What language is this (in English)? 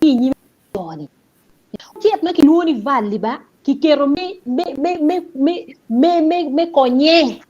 Acoli